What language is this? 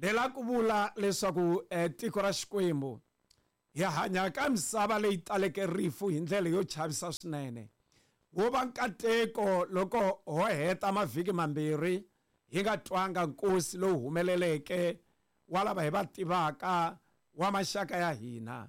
Tsonga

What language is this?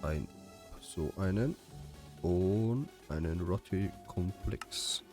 Bavarian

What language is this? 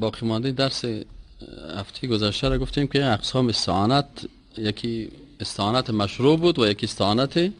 Persian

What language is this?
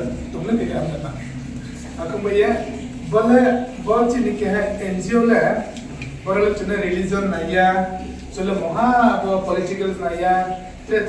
Riang (India)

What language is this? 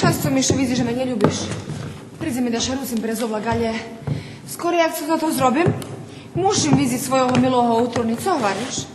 Rusyn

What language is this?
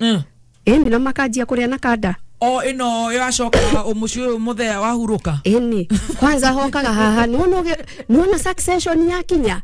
Kikuyu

